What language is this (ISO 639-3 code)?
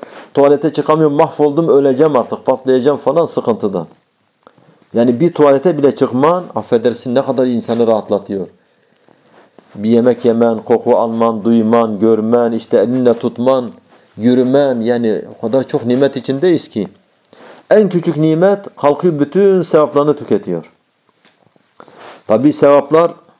tur